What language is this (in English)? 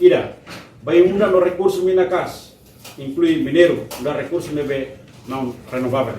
Tetum